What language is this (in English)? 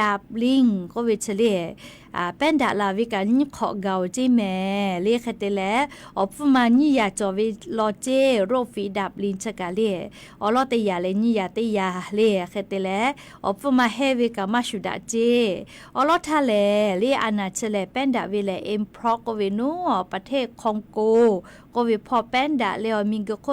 Lahu